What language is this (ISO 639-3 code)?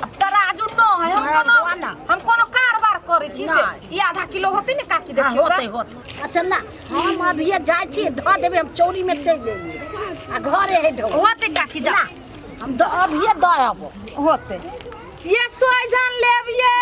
mai